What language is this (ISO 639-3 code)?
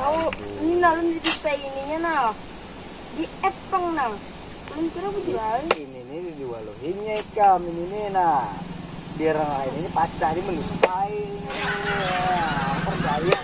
bjn